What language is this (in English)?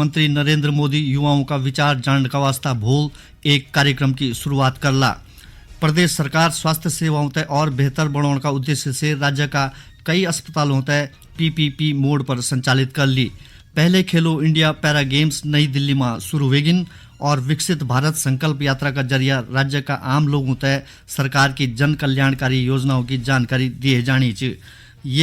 Garhwali